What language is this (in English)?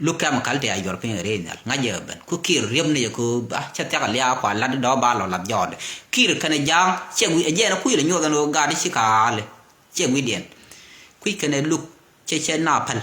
Nuer